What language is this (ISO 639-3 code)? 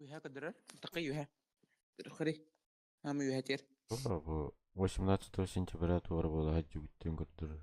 sah